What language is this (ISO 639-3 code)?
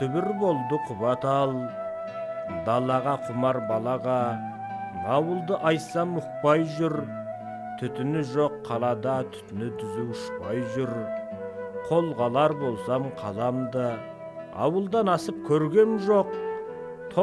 kaz